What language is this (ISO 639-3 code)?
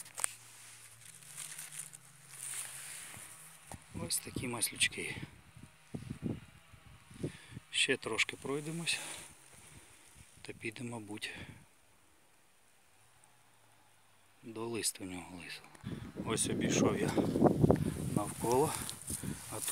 ukr